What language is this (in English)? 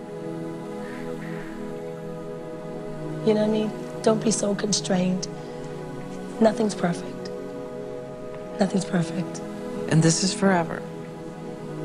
English